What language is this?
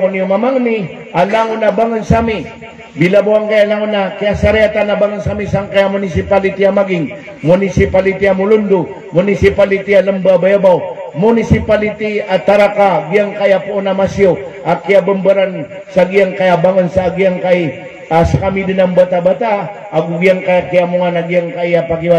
Maranao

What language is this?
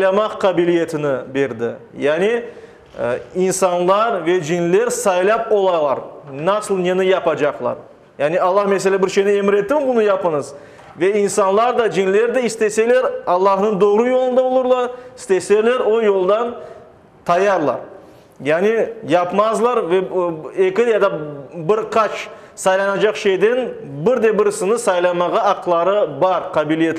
Crimean Tatar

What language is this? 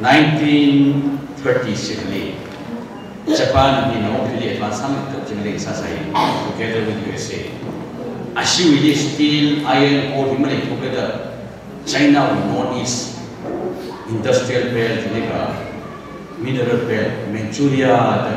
Tangkhul Naga (India)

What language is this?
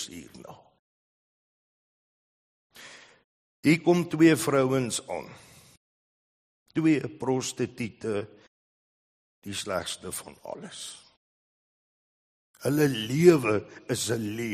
Afrikaans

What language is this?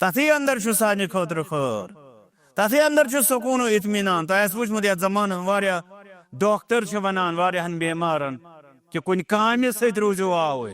Kashmiri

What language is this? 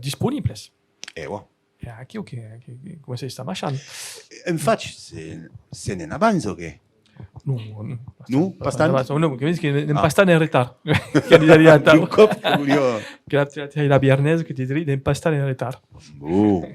Occitan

